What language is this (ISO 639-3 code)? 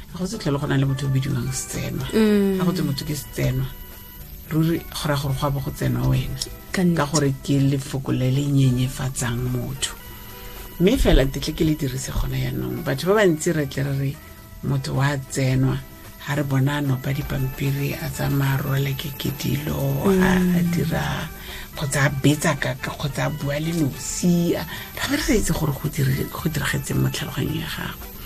tsn